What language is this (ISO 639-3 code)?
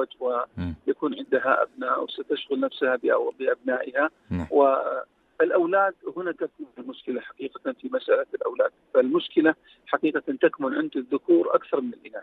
ara